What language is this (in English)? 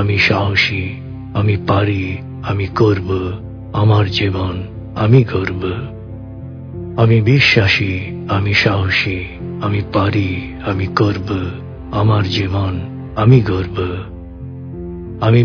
Bangla